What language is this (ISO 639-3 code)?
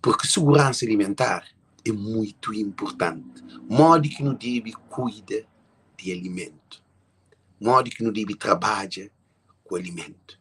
kea